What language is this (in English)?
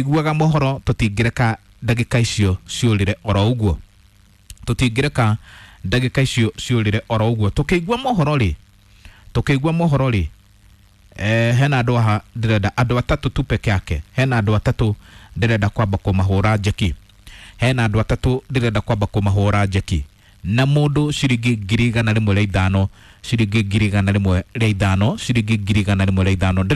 Kikuyu